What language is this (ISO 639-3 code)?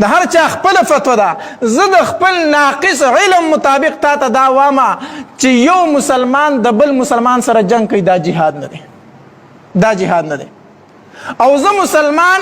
pus